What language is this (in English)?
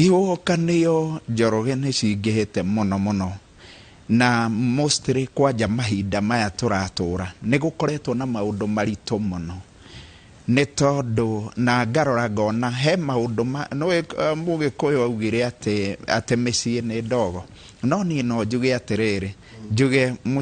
Kikuyu